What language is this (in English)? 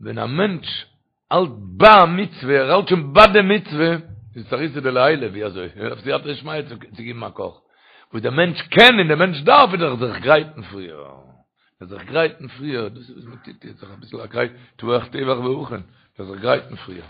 Yiddish